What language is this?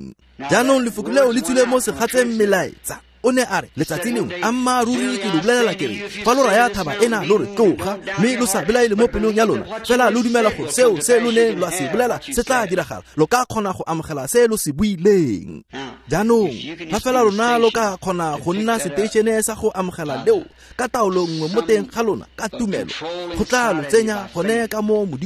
Tswana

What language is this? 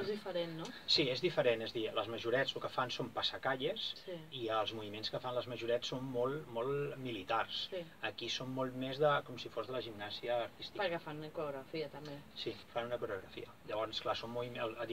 Catalan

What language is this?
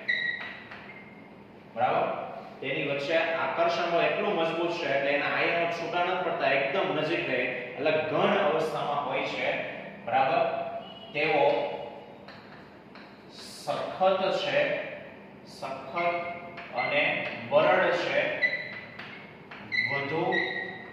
Gujarati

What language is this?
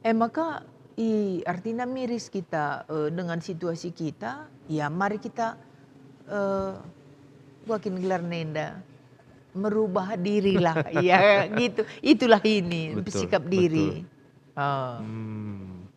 Batak Karo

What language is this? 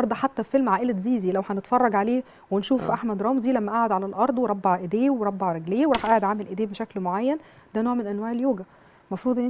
Egyptian Arabic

